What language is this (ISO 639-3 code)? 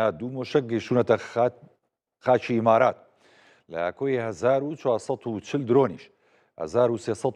ckb